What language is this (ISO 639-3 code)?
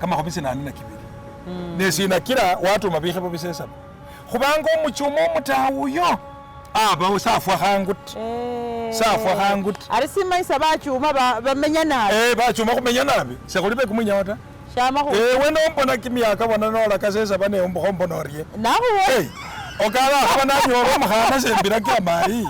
myx